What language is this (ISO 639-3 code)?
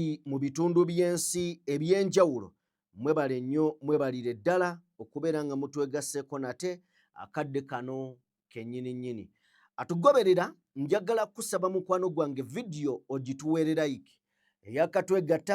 lug